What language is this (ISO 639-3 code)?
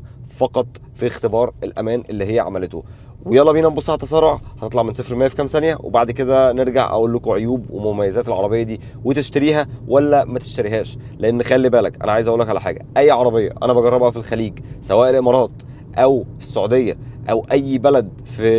arz